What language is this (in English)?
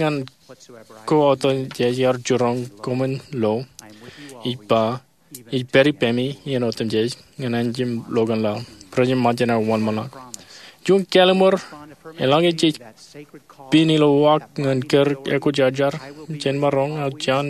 Marshallese